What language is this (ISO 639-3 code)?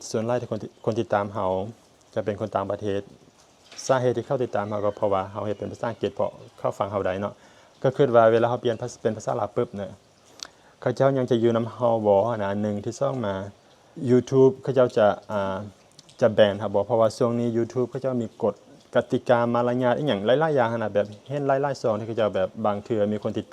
lao